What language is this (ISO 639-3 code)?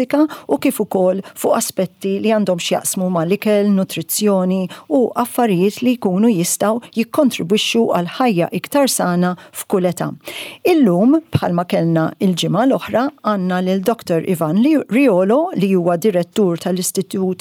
mlt